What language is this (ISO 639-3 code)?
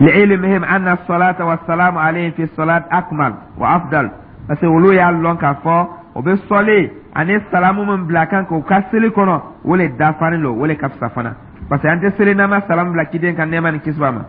dyu